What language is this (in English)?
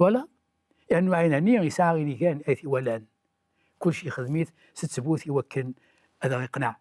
Kabyle